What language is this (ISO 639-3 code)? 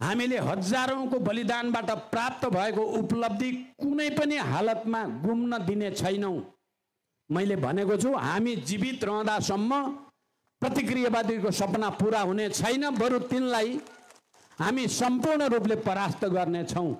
nep